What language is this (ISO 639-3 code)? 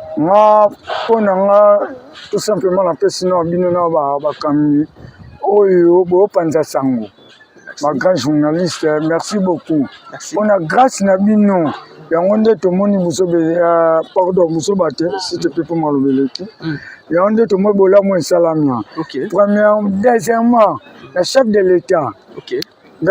lin